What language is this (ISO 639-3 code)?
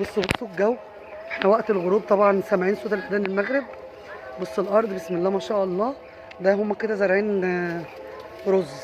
arz